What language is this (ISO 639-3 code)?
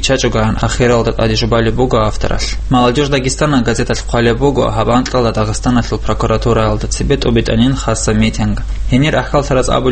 ava